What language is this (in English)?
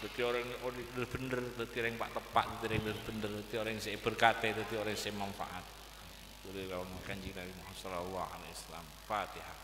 Madurese